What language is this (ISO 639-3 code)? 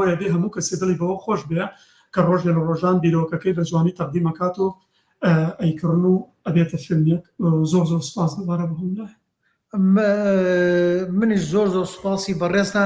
ckb